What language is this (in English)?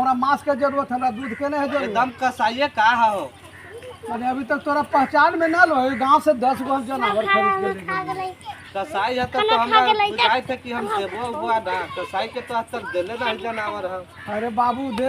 Magahi